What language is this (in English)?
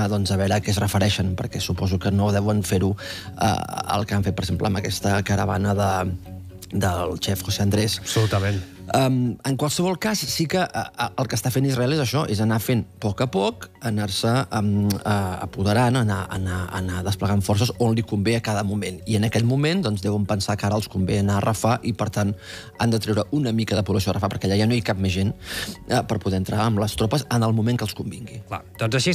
Catalan